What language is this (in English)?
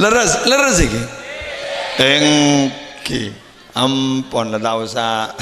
Madurese